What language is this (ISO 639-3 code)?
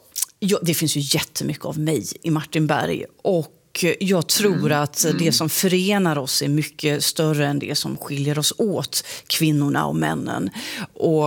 swe